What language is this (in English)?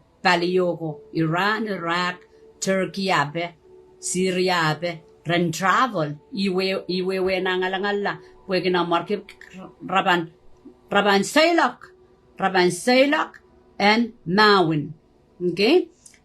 Pohnpeian